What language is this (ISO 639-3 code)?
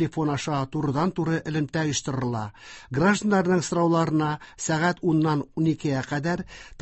tat